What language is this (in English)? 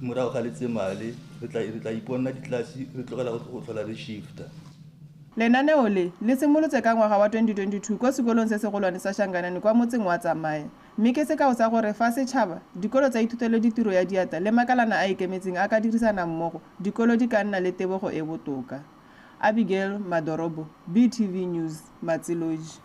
Tswana